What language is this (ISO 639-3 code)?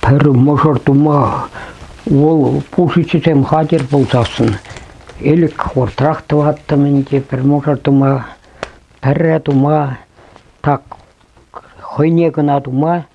chv